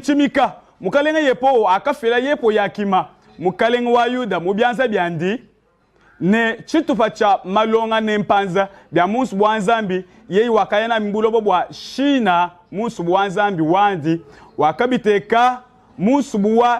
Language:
Luba-Lulua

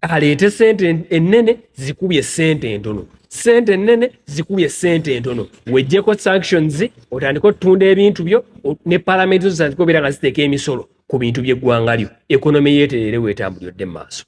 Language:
Ganda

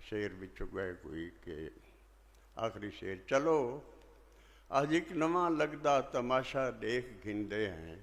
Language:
Saraiki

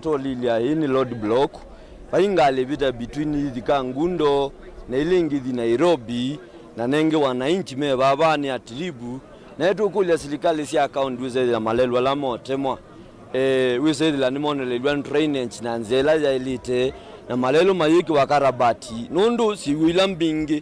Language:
Kamba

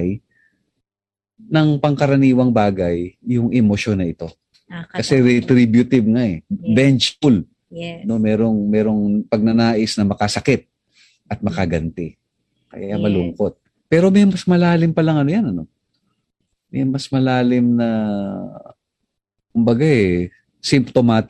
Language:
Filipino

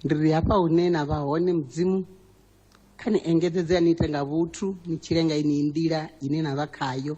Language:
Venda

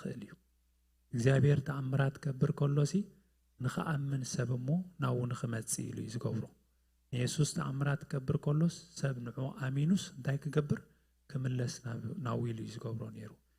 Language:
Tigrinya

